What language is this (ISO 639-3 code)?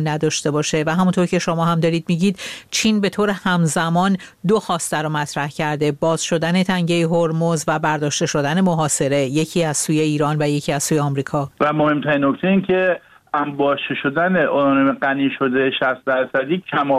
fas